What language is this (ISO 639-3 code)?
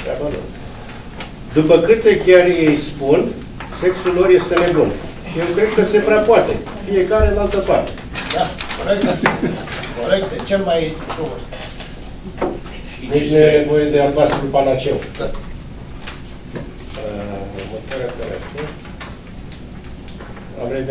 ron